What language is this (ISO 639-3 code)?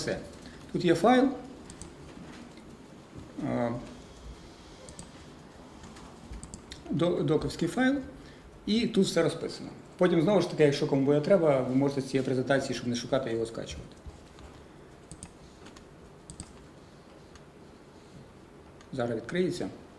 ukr